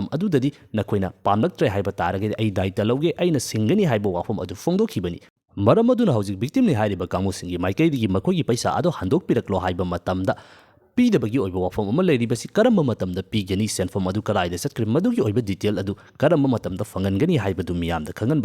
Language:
Manipuri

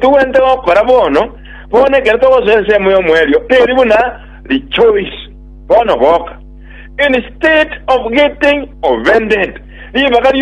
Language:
Gusii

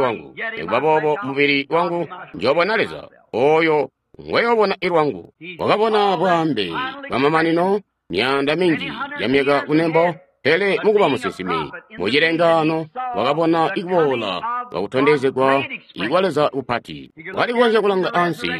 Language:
Tonga (Zambia)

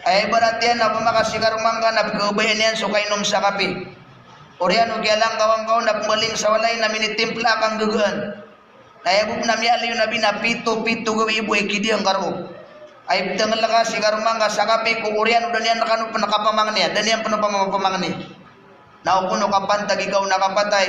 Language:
Maranao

